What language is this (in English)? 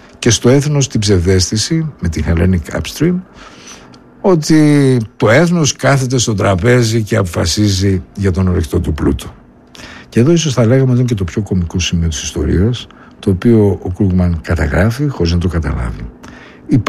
Greek